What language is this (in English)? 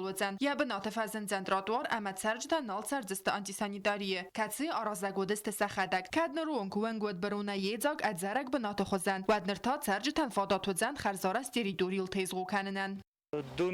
Ossetic